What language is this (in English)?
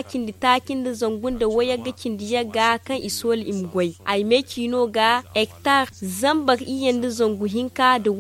Zarma